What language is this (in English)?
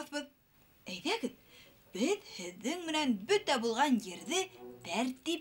Bashkir